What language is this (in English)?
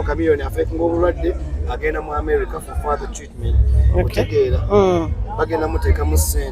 Ganda